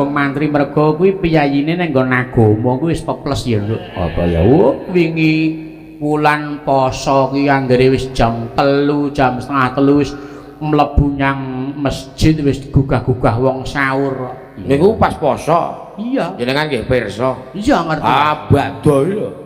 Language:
Javanese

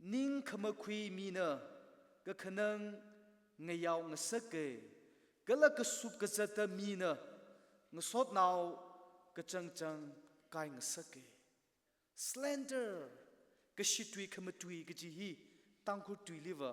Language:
Tangkhul Naga (India)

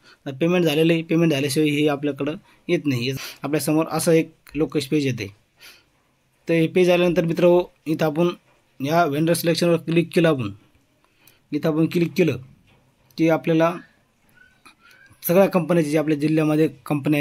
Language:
Marathi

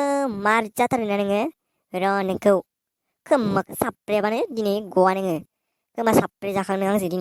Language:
Bodo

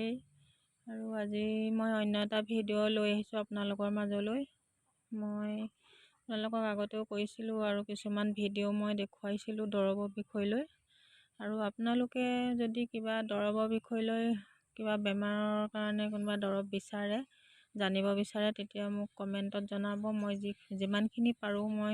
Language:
Assamese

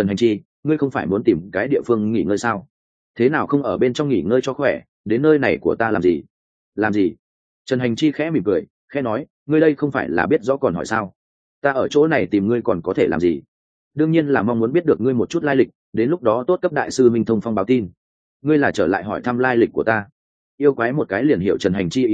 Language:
Vietnamese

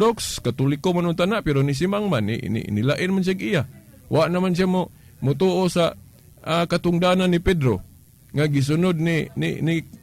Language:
Cebuano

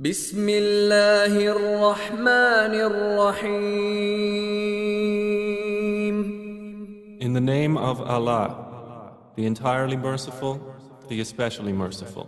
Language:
Divehi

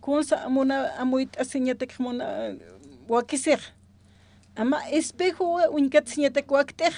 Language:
Aymara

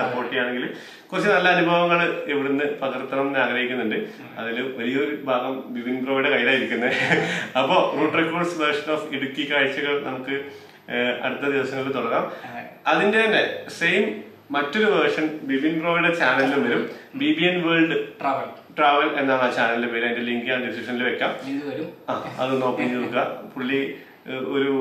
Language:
Malayalam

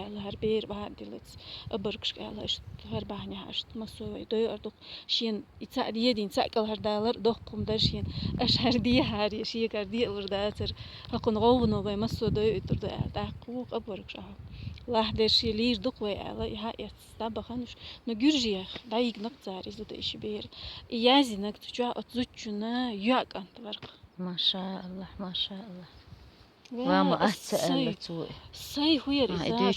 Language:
Chechen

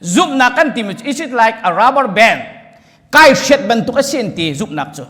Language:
Hakha Chin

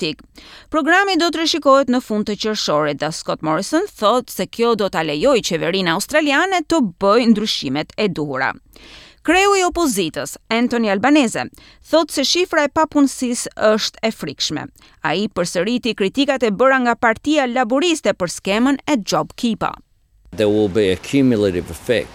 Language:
Albanian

